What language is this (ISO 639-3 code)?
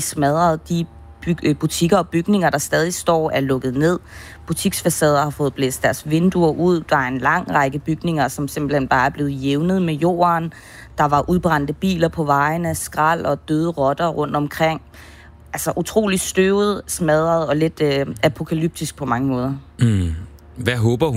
dan